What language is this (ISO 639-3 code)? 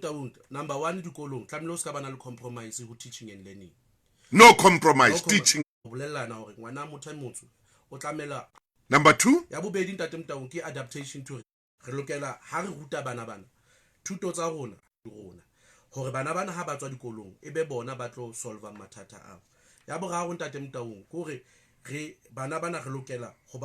sot